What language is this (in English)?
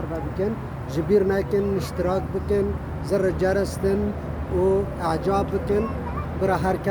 Kurdish